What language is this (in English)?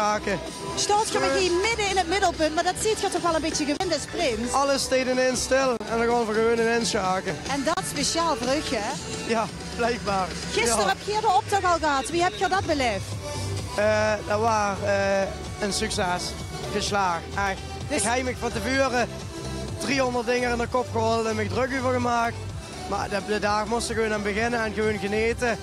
Limburgish